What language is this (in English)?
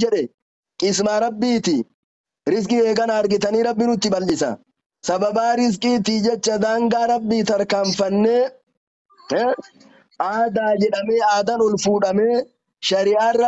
Oromo